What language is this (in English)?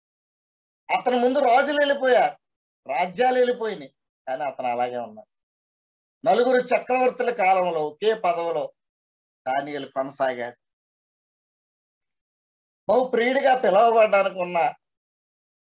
Telugu